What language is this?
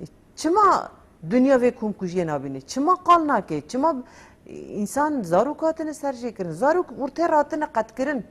Kurdish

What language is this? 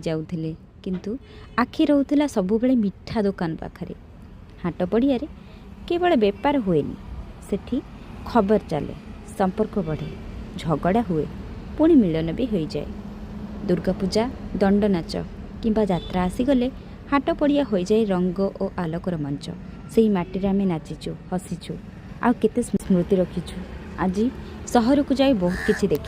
Odia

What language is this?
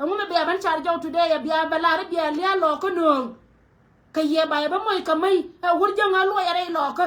Nuer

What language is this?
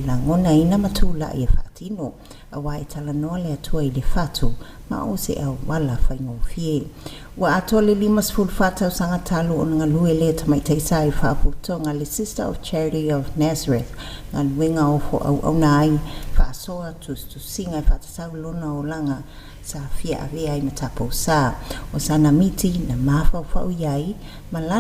Samoan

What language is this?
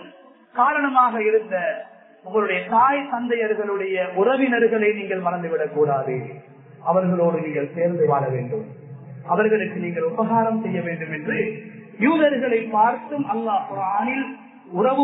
Tamil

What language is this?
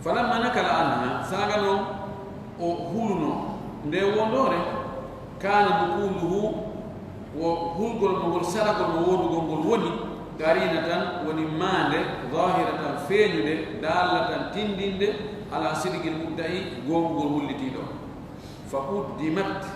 Fula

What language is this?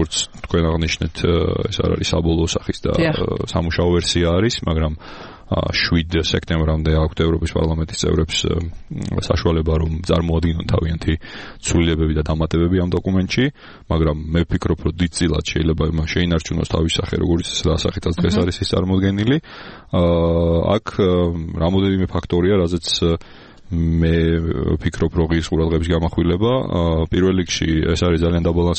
Georgian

